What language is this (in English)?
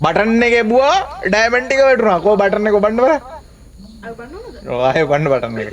Sinhala